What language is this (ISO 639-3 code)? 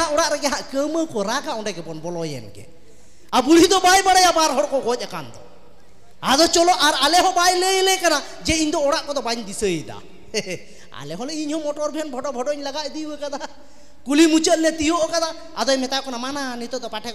sat